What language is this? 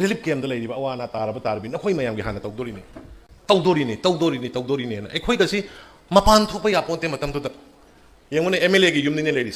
Manipuri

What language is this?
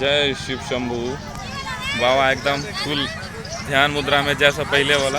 Maithili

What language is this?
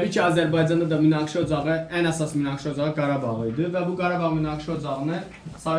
Azerbaijani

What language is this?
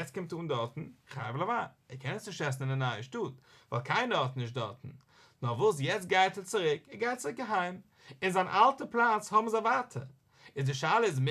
Yiddish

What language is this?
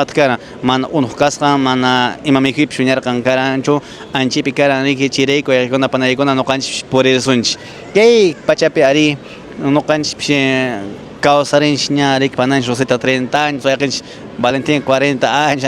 Quechua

